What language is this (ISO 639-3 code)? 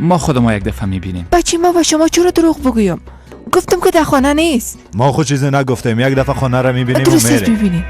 fas